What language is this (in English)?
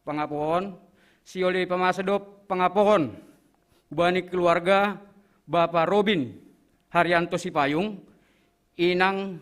Batak Simalungun